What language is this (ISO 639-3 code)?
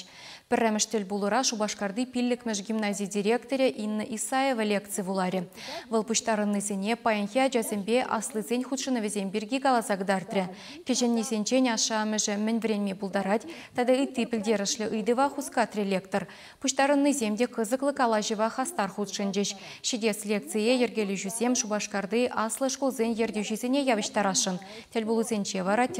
chv